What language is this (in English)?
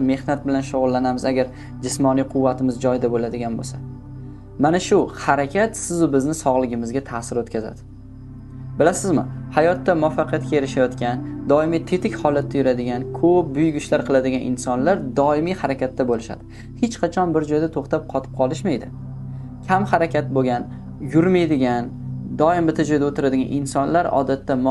Uzbek